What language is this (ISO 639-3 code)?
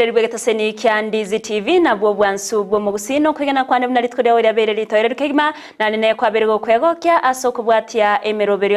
guz